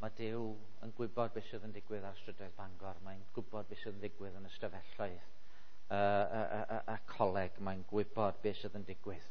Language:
Welsh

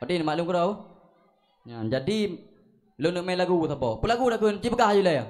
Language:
Achinese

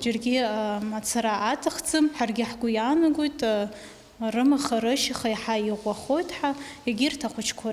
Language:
Abkhazian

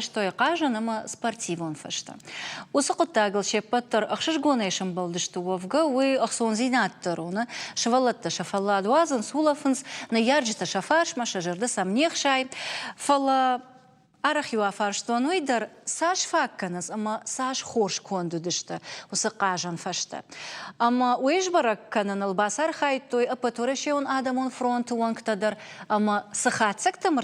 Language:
Ossetic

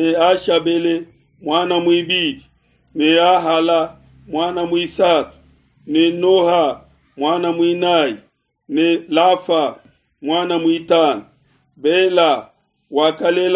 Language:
Luba-Lulua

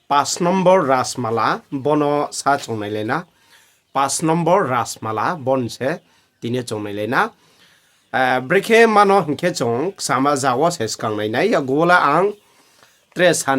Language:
Riang (India)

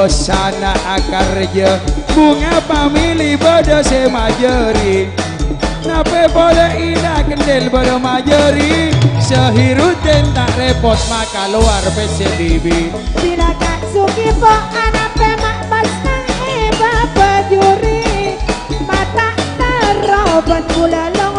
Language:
Madurese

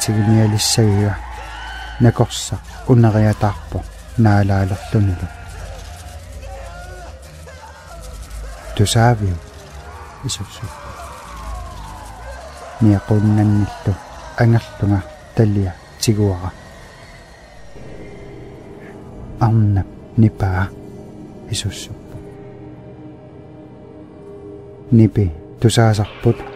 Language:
Kalaallisut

